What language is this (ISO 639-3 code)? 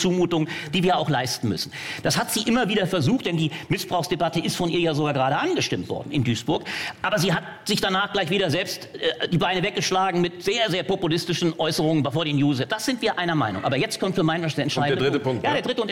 deu